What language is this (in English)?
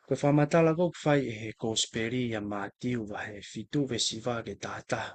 Tongan